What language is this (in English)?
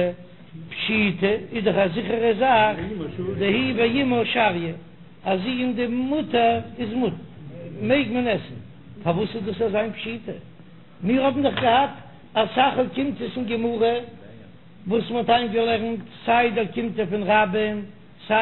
Yiddish